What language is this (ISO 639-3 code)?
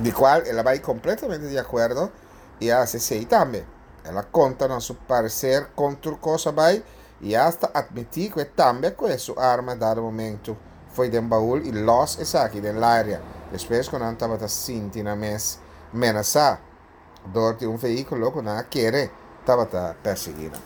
pap